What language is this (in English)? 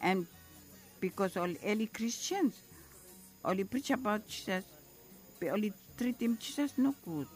Bislama